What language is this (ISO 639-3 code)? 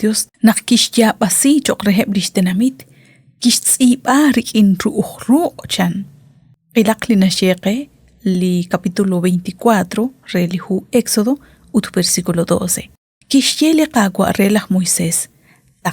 kek